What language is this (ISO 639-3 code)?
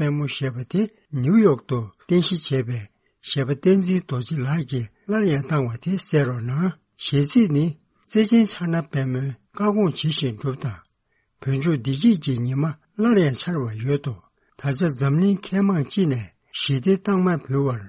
bod